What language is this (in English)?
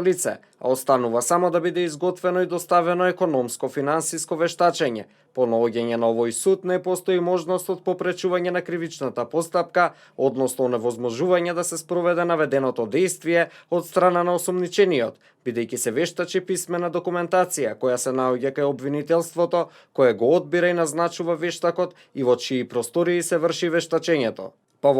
Macedonian